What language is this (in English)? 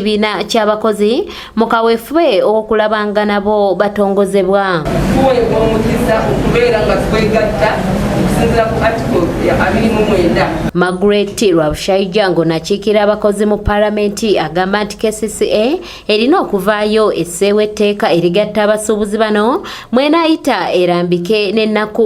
Ganda